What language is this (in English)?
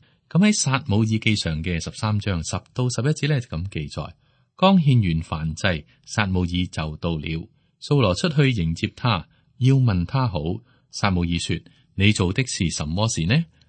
Cantonese